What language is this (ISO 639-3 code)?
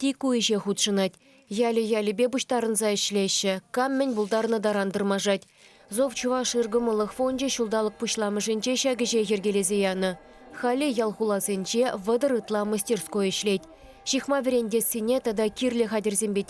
chv